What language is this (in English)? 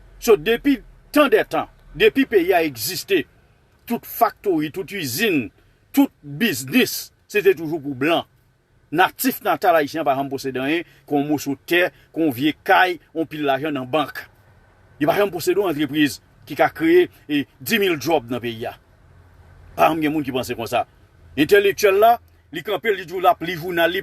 Haitian Creole